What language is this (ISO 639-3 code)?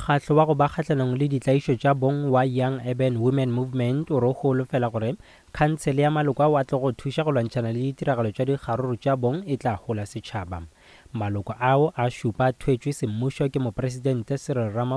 nso